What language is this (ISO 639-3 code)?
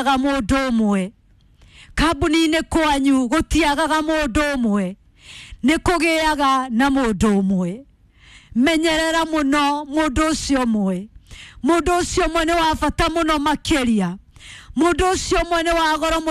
kik